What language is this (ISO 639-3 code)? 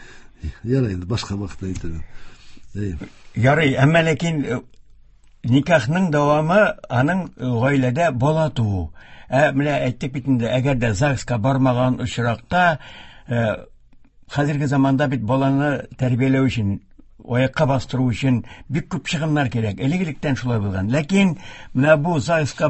tat